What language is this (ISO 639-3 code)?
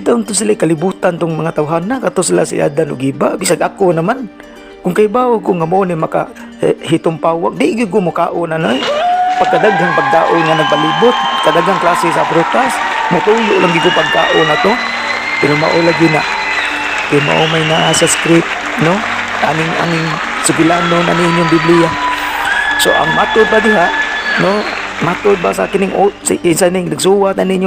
ceb